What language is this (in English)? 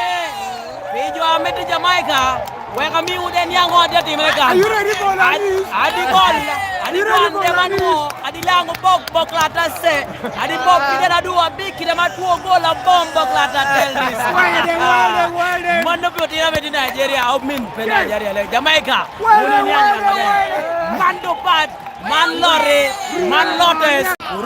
Lango (Uganda)